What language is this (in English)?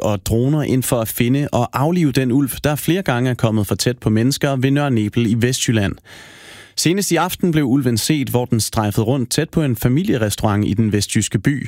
Danish